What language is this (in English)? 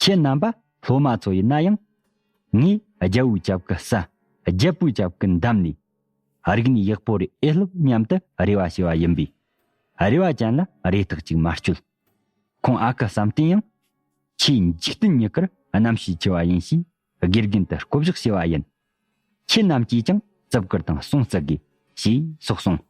Tibetan